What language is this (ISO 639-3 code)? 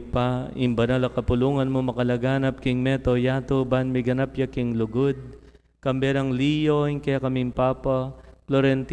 pam